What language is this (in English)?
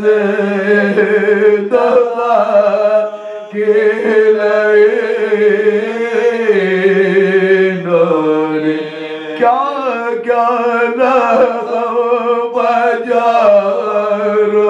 Urdu